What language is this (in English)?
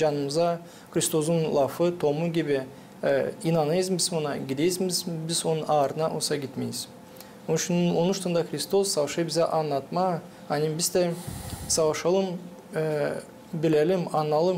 Gagauz